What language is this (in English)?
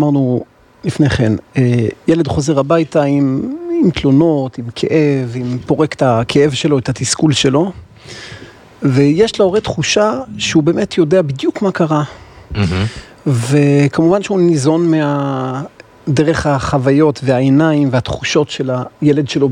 Hebrew